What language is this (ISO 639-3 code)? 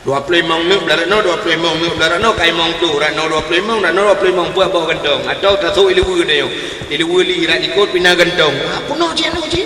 ace